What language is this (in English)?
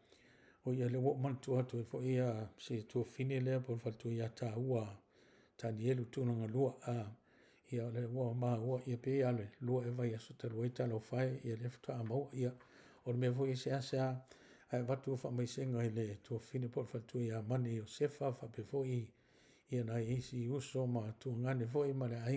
Samoan